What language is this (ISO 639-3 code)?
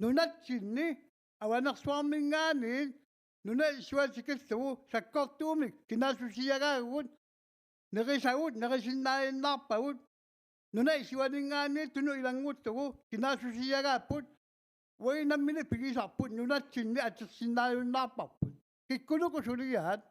kal